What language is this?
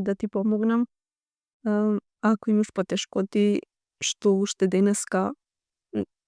Macedonian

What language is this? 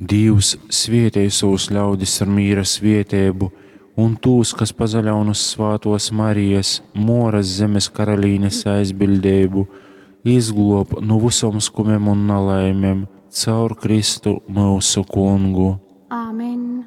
Latgalian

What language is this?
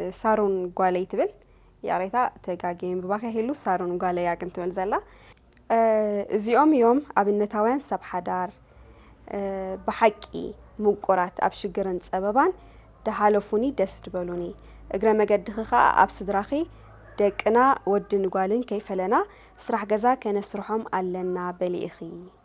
Tigrinya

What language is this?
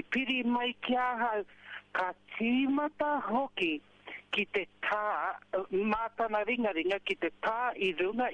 Māori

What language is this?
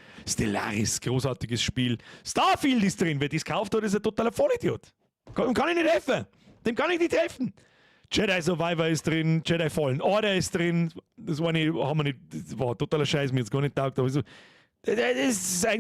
Bavarian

